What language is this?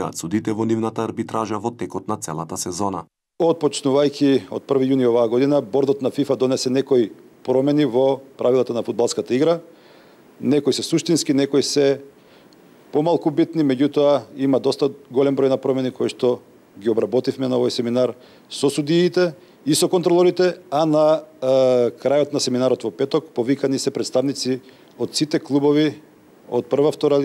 Macedonian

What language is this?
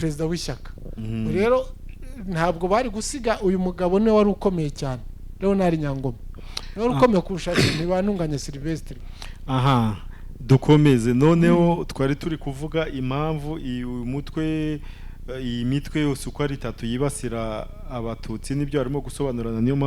Kinyarwanda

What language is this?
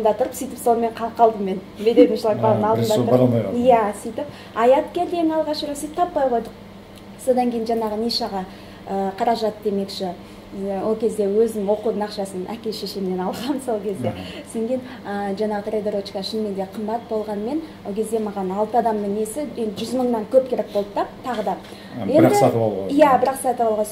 Kazakh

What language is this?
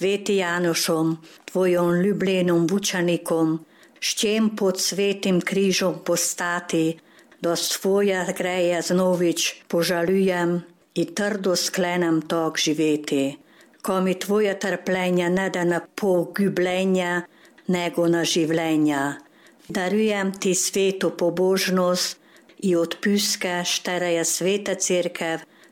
Slovenian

